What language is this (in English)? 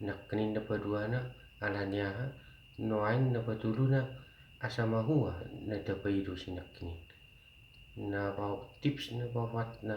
Batak Toba